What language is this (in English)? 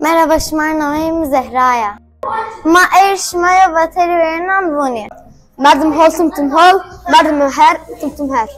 Zaza